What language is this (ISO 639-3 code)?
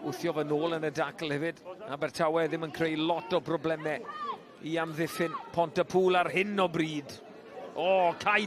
cym